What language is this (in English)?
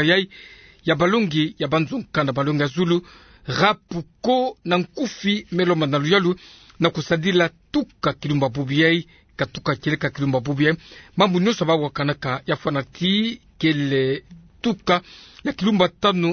Kituba (Democratic Republic of Congo)